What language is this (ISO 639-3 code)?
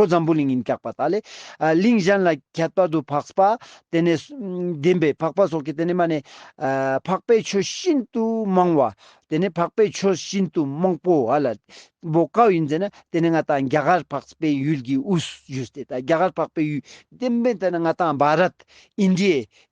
lbj